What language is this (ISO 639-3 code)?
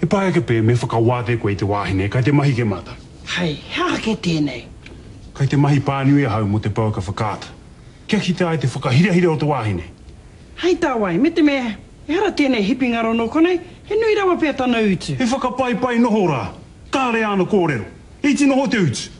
mri